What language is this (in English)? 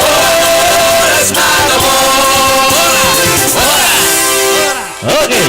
Batak Simalungun